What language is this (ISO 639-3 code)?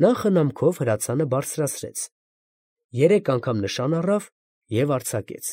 hye